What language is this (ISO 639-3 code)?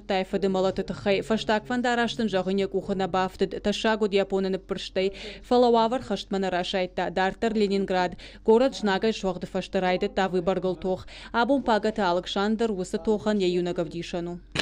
oss